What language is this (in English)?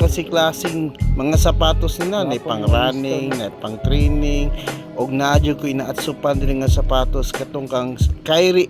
Cebuano